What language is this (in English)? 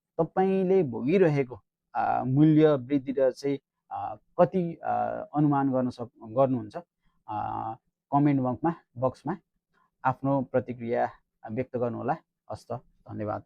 Nepali